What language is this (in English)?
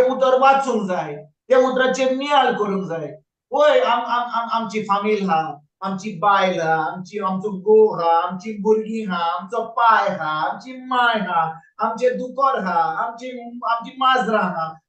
Konkani